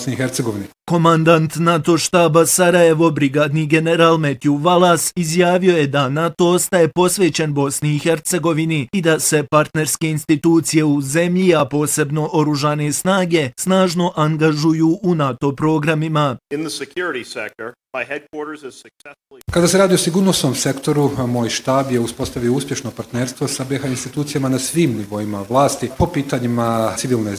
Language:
Bosnian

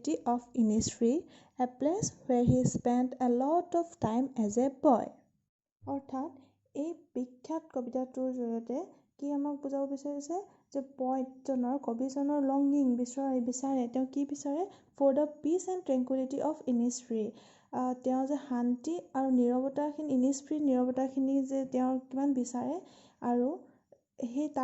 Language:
Assamese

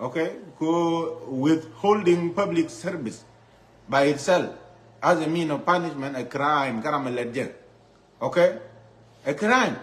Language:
Nuer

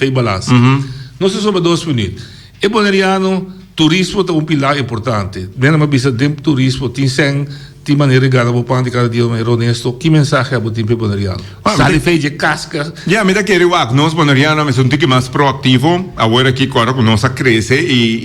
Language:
Papiamento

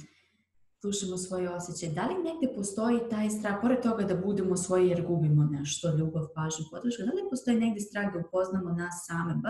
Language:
Croatian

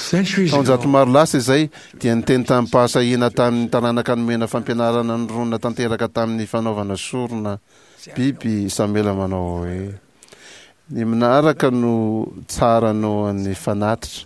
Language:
Malagasy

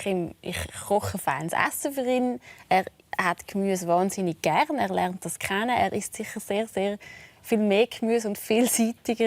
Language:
Swiss German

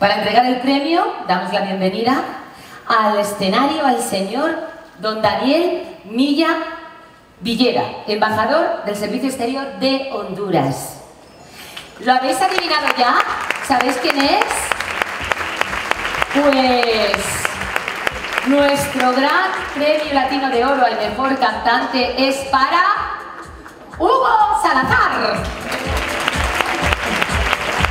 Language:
Spanish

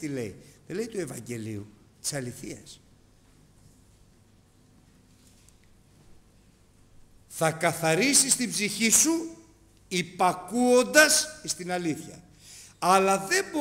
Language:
Greek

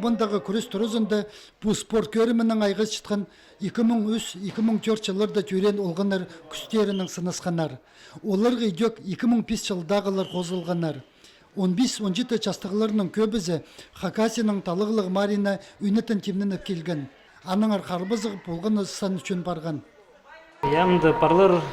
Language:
Khakas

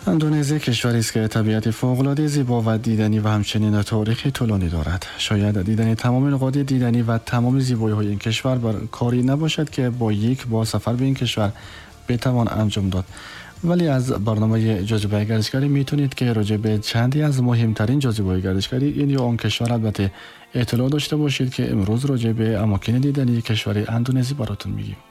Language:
Persian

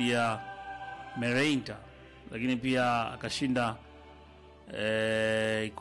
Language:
Swahili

